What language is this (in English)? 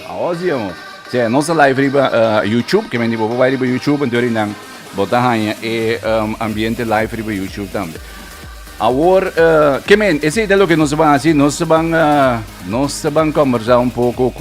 Papiamento